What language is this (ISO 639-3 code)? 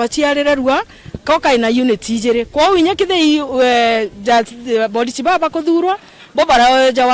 mer